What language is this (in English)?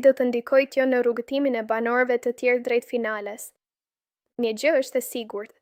Albanian